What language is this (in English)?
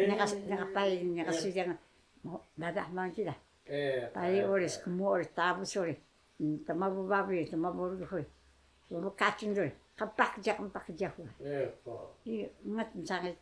Taroko